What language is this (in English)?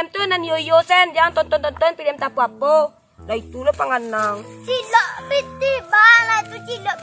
Minangkabau